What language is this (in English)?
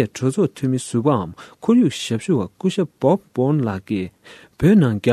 Tibetan